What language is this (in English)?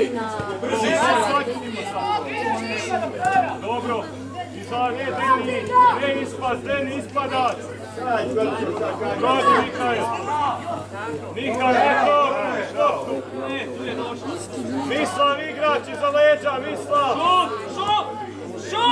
Croatian